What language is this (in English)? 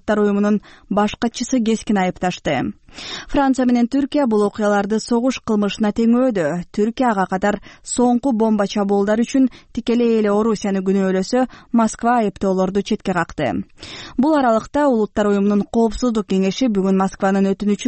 Kyrgyz